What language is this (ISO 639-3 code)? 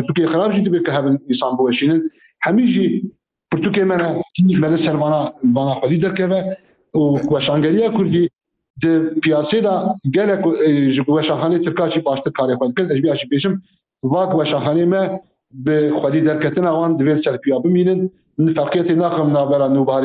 kur